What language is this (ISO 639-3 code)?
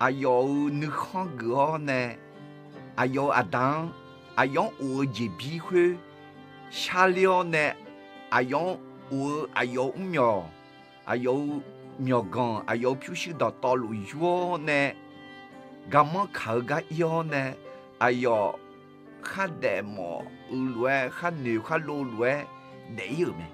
ahk